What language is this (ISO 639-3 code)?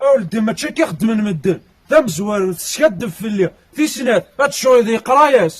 kab